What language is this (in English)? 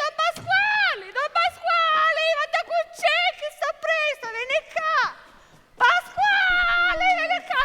Sicilian